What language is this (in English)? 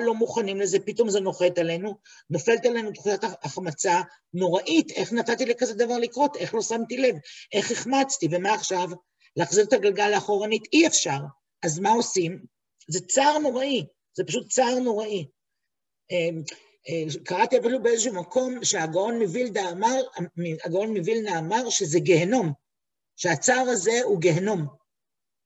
Hebrew